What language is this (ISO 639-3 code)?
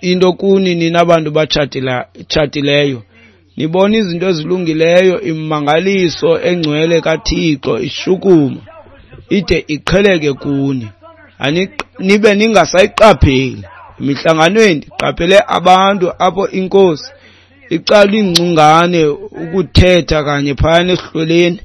xho